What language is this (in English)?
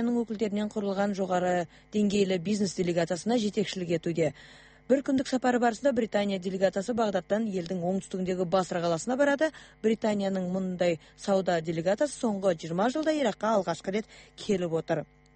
Kazakh